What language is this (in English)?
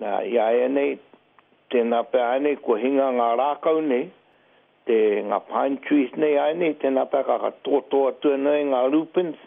Māori